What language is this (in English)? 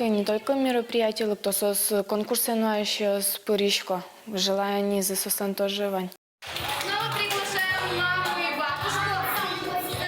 Udmurt